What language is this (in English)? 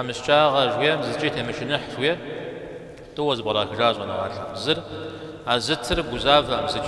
Kabardian